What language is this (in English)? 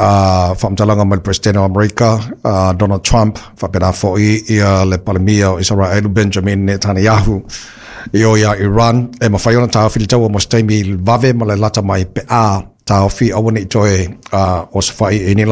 Samoan